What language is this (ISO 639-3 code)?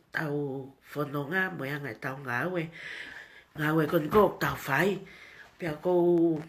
ton